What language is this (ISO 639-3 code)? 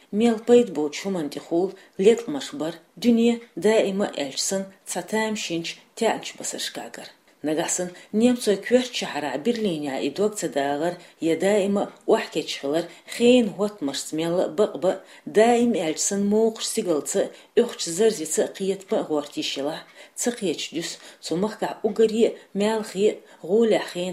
che